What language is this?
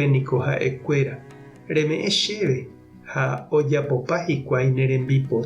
Guarani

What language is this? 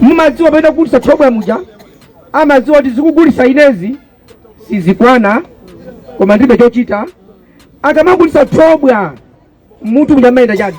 Nyanja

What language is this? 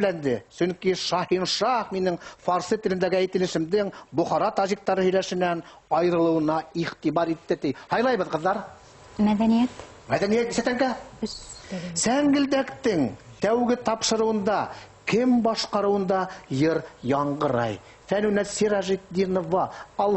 Bashkir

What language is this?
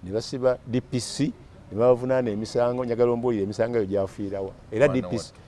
Ganda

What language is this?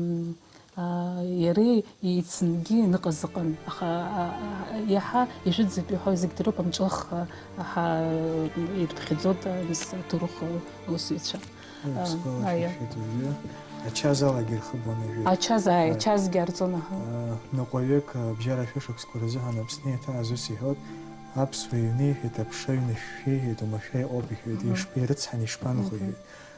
Abkhazian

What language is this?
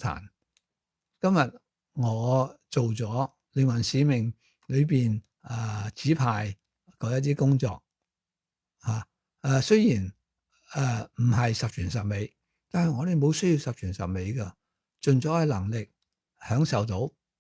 Cantonese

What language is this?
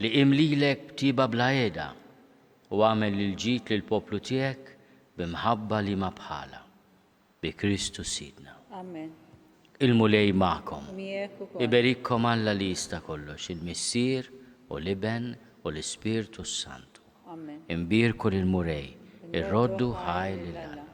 Maltese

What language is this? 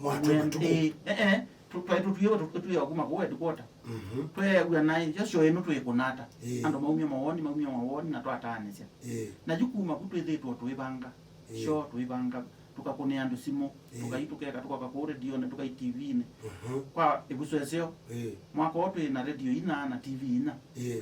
Kamba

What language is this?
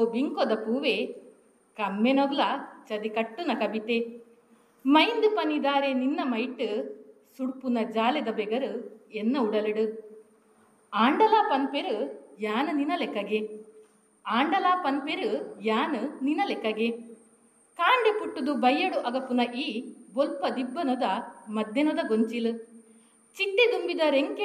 Tulu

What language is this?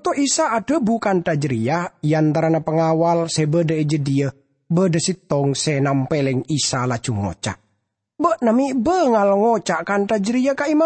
Madurese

